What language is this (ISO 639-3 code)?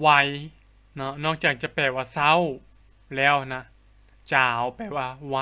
lao